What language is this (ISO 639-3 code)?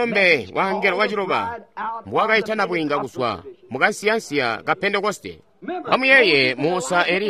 toi